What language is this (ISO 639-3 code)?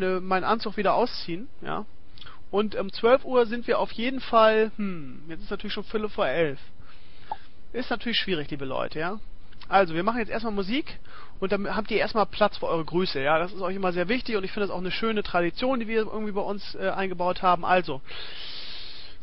deu